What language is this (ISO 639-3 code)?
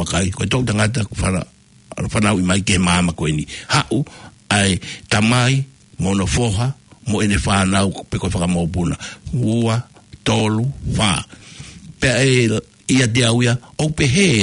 ton